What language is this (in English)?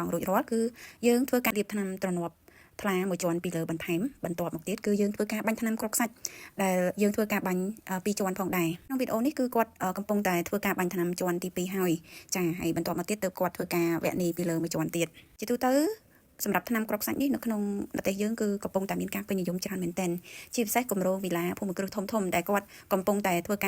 Khmer